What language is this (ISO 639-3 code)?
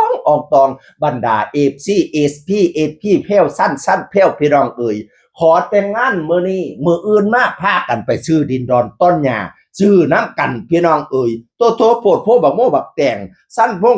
tts